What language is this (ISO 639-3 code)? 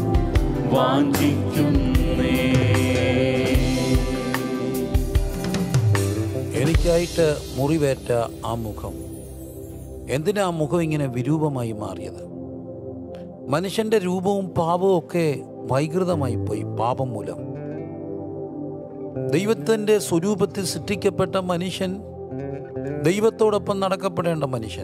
mal